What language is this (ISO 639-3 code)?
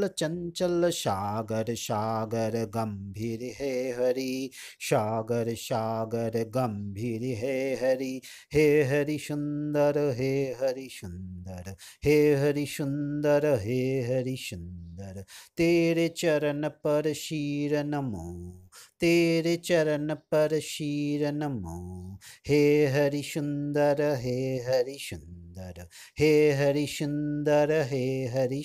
san